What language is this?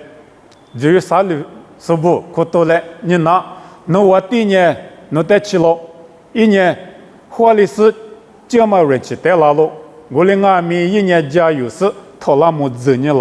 Lisu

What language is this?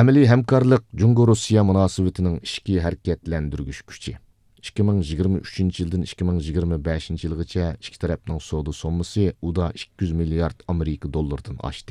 Uyghur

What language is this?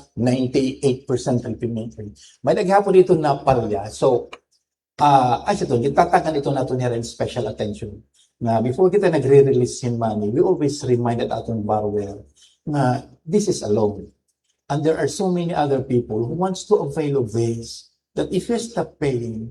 Waray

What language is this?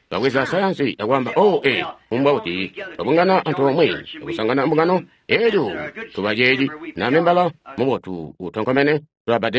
Tonga (Zambia)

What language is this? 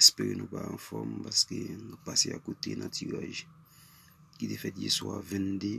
Haitian Creole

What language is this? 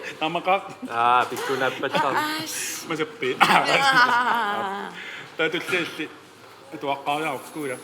Kalaallisut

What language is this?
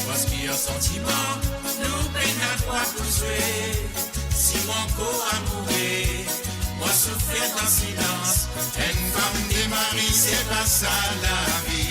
Morisyen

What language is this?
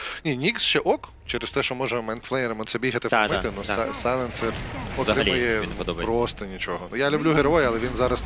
Ukrainian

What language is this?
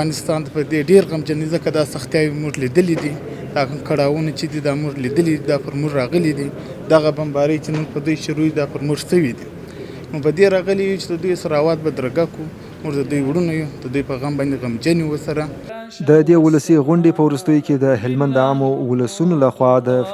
Pashto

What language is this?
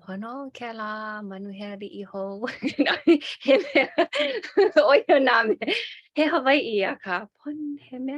Hawaiian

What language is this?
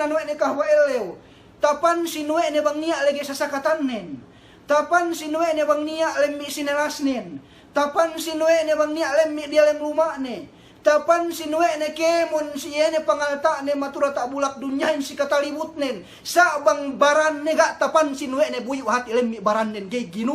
Yakan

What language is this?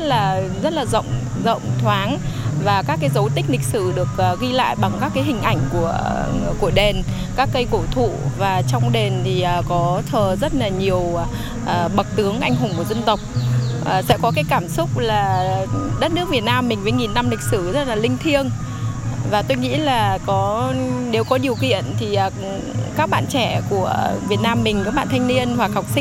Vietnamese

